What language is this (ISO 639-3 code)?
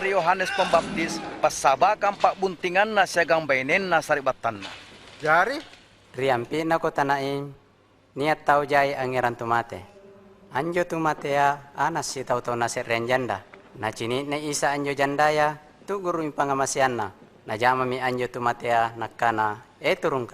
mak